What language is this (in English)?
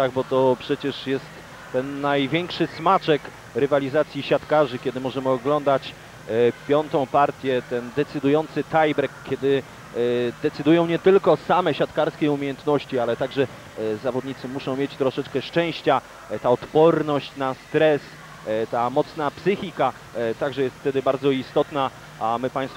Polish